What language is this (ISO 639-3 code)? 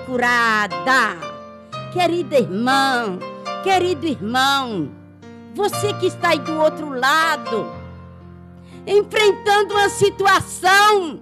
por